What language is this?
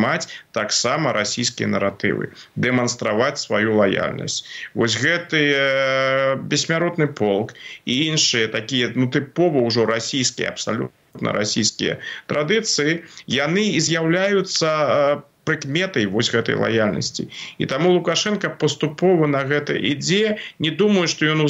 Belarusian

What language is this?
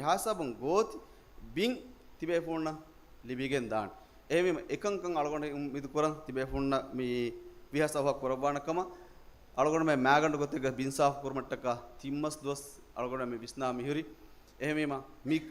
Divehi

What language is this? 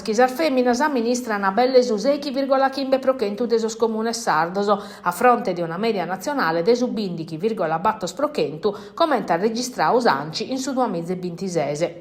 Sardinian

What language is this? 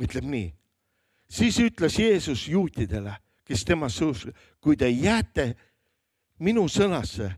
Estonian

